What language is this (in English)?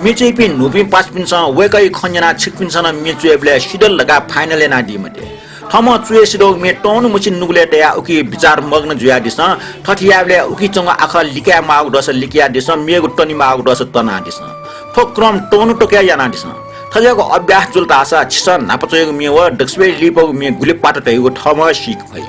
Newari